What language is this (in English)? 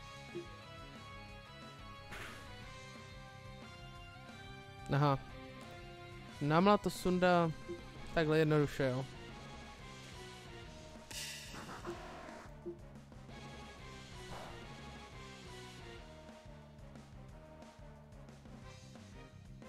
Czech